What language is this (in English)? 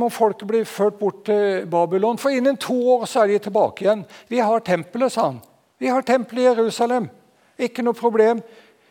Norwegian